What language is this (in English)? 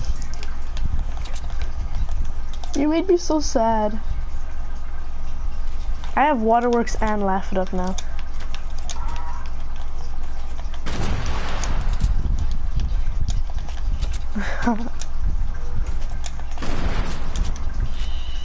English